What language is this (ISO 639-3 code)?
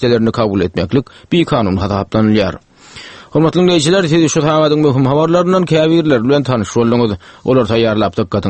tuk